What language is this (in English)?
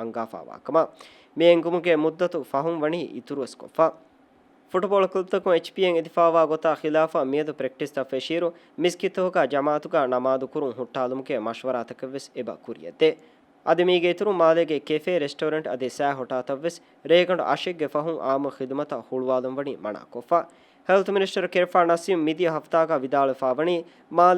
Divehi